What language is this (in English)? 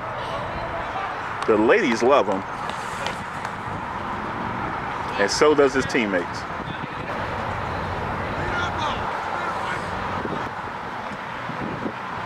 English